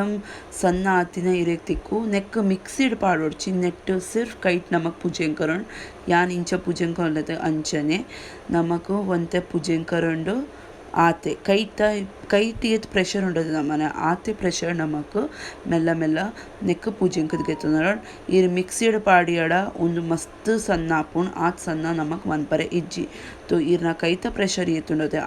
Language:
Tulu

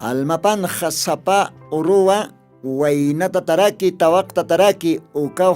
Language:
Aymara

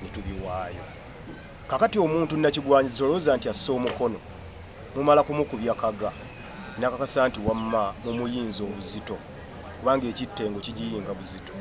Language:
Ganda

